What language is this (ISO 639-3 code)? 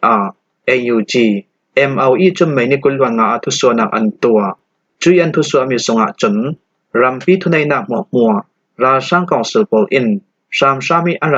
cfm